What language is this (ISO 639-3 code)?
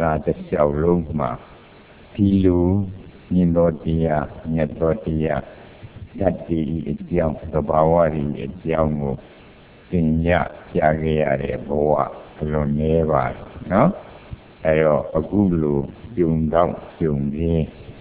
mya